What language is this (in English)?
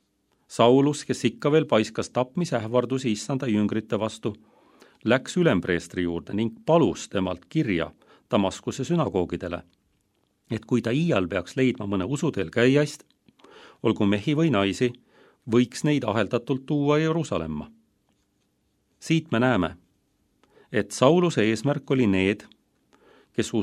Estonian